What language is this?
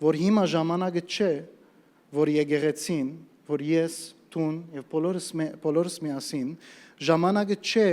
Western Armenian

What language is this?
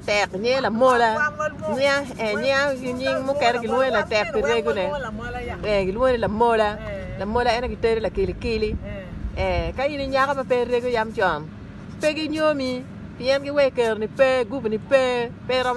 Acoli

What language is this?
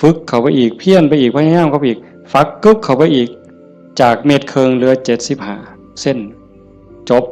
Northeastern Thai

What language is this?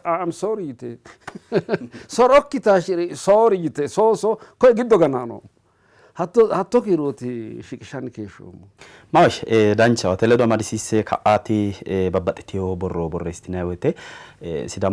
Sidamo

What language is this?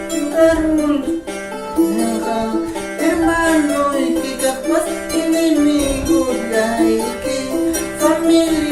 Ayacucho Quechua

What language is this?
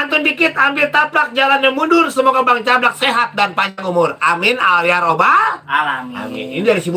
Betawi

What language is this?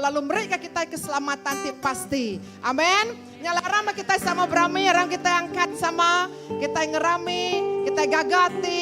Iban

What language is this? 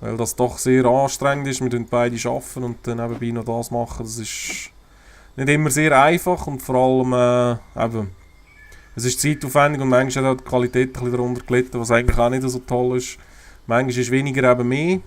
Swiss German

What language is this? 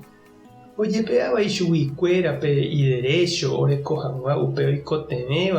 Guarani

